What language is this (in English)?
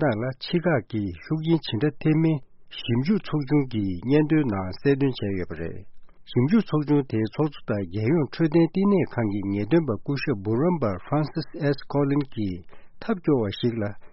Tibetan